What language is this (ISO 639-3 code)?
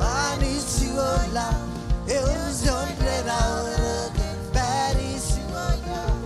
mah